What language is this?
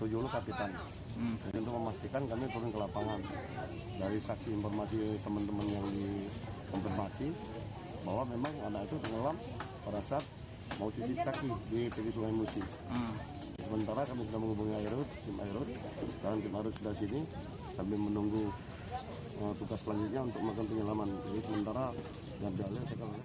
Musi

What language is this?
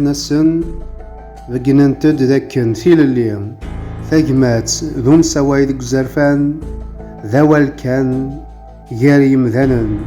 Kabyle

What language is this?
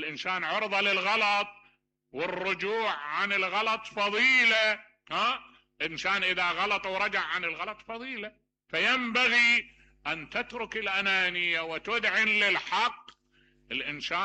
Mesopotamian Arabic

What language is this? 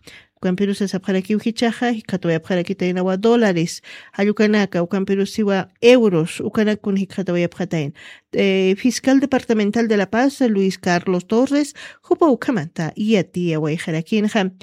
Aymara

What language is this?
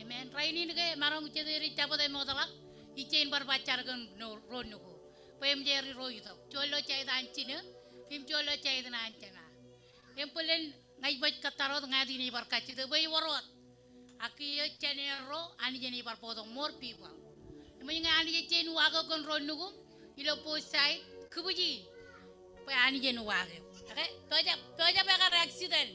Marshallese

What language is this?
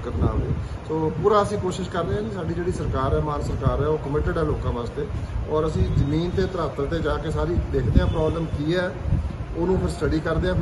Punjabi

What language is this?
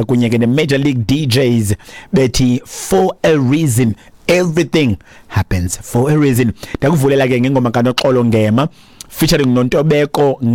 Xhosa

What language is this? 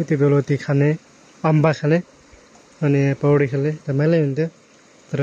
Nepali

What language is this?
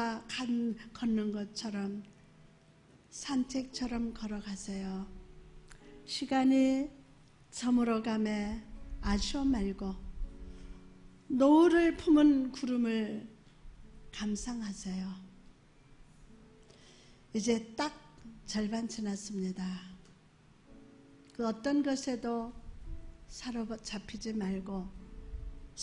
Korean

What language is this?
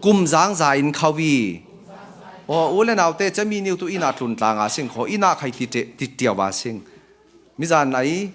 Falam Chin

